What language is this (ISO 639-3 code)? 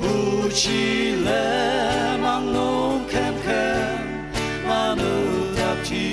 njo